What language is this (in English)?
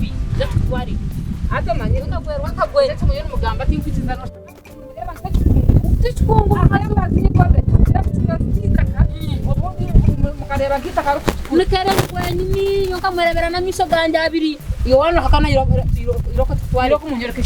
Nyankole